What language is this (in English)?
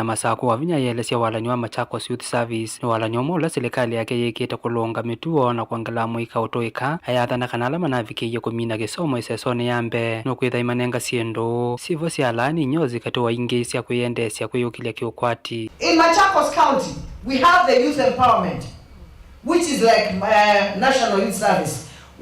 Kamba